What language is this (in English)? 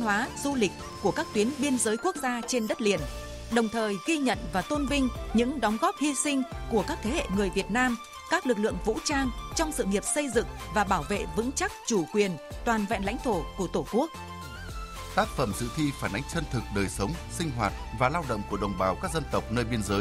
Vietnamese